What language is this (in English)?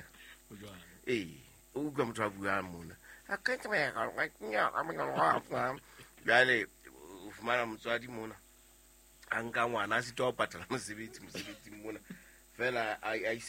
Southern Sotho